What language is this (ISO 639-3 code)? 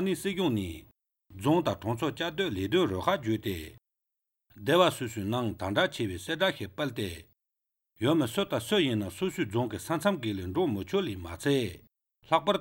lav